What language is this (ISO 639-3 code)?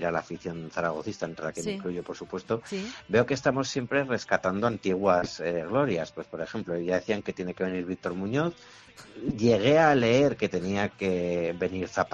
spa